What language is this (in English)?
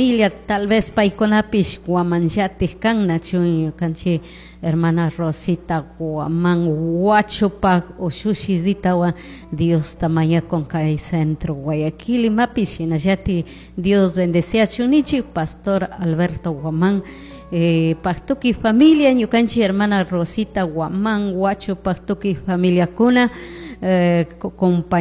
Chimborazo Highland Quichua